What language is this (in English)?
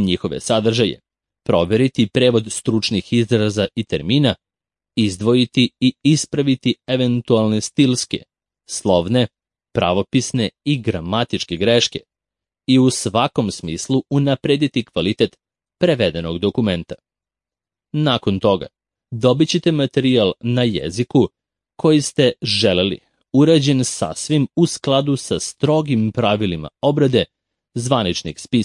Serbian